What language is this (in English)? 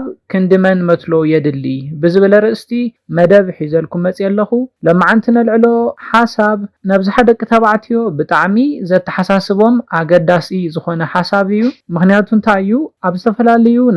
Tigrinya